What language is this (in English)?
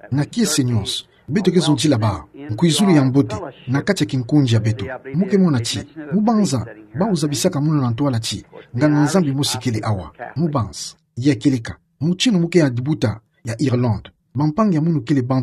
Kituba (Democratic Republic of Congo)